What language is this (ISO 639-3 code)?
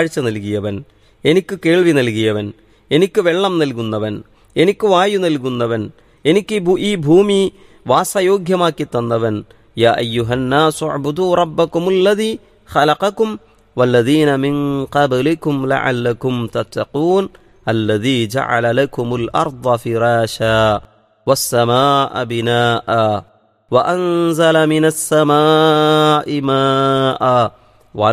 mal